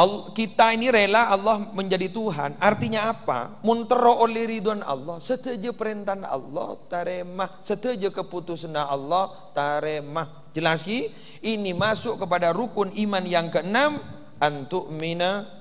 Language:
Madurese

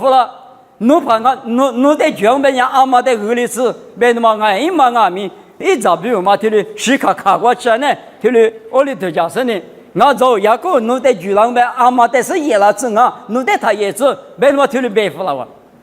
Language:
Lisu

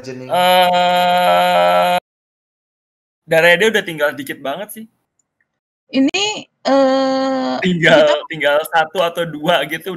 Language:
Indonesian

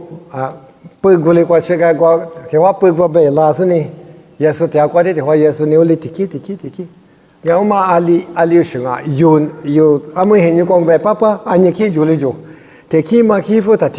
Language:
Lisu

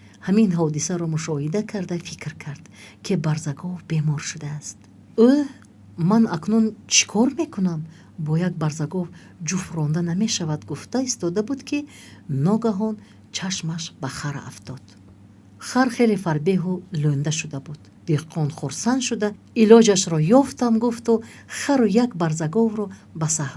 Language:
Tajik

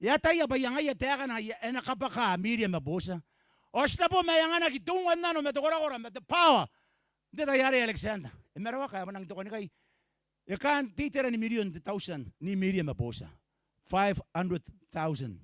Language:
Gilbertese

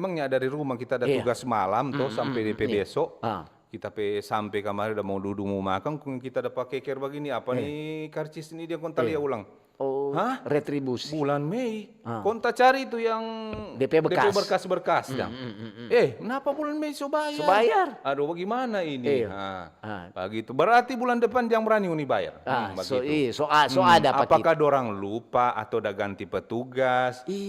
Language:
Manado Malay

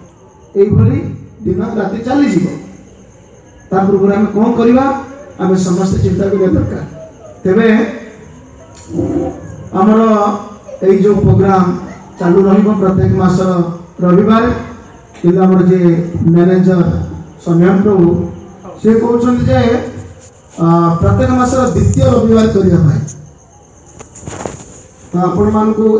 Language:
Odia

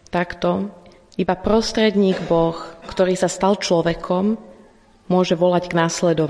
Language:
Slovak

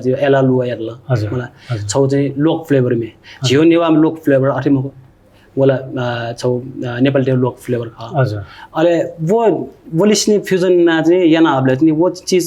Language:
Newari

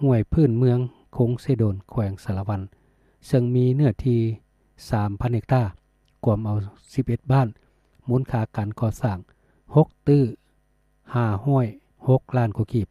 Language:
Lao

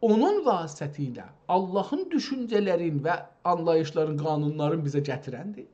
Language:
South Azerbaijani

